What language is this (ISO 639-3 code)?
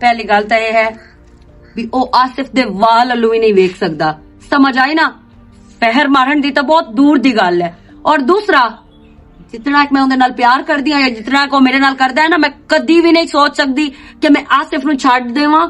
lah